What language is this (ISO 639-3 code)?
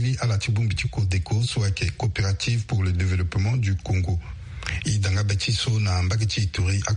sag